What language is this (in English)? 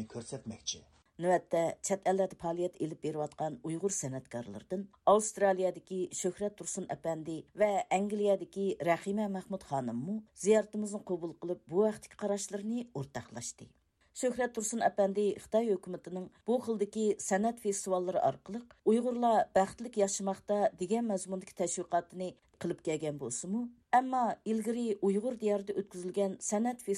Uyghur